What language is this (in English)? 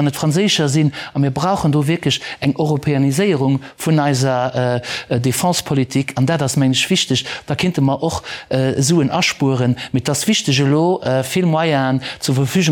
Luxembourgish